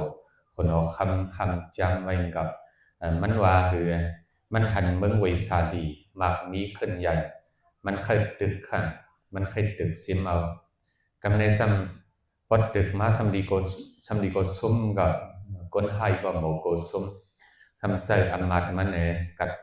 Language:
Shan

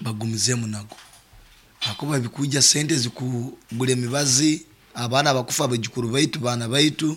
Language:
Nyoro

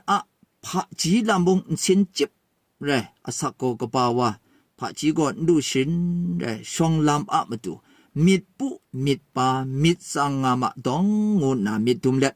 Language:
Kachin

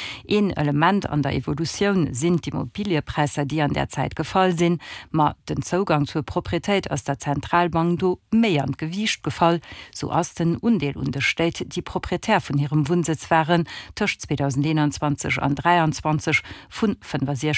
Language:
Luxembourgish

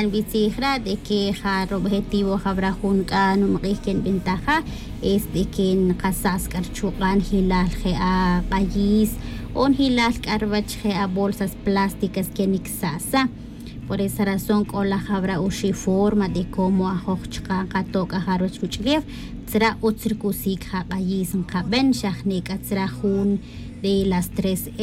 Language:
Tz'utujil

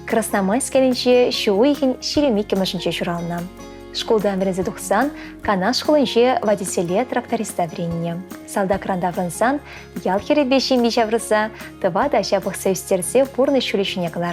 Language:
Chuvash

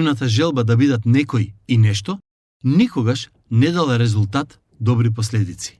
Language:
Macedonian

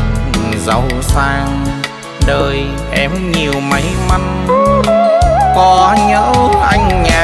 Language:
Vietnamese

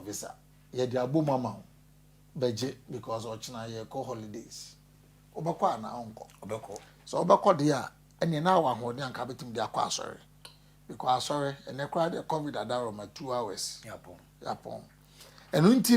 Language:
Akan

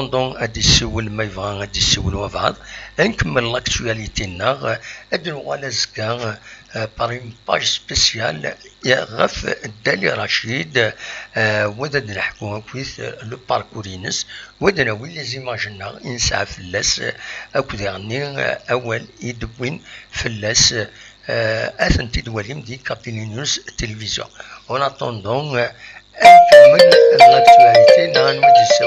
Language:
Kabyle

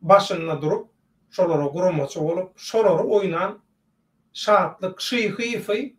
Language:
Turkmen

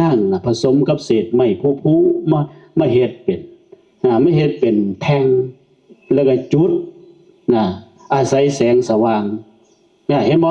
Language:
Northeastern Thai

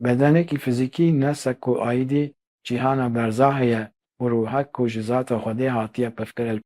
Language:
Kurdish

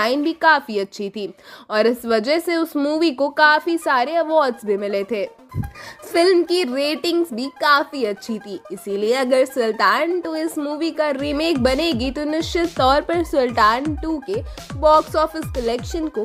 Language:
Hindi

